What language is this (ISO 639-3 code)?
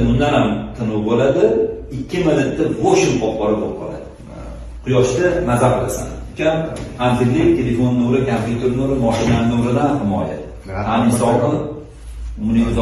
uzb